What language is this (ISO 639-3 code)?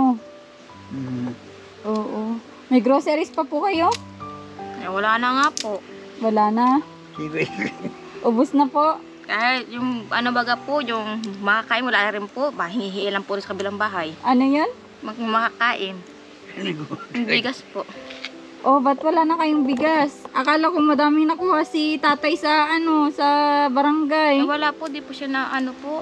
fil